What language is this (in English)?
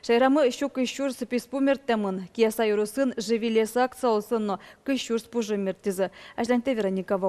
Udmurt